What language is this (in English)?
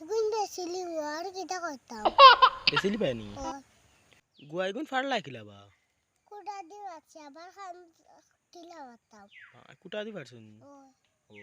Sylheti